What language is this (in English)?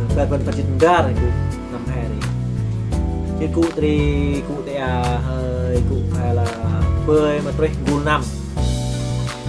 Central Mnong